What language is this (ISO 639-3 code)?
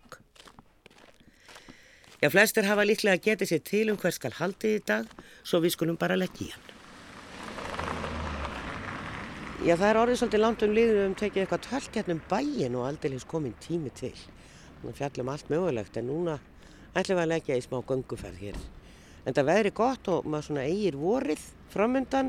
isl